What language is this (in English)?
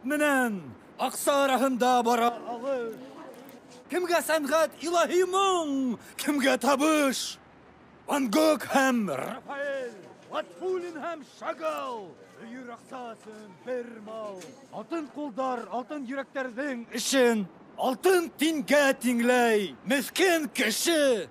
Bashkir